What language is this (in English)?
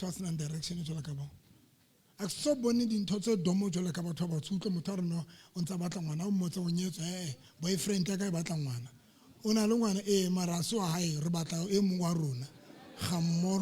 Southern Sotho